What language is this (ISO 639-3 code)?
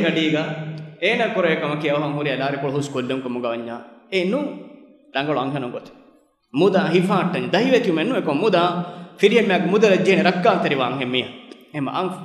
div